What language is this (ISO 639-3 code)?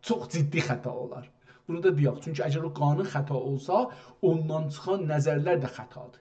azb